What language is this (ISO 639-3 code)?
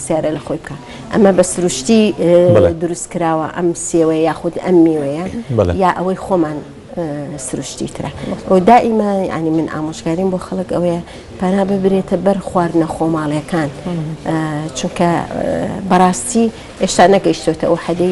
ckb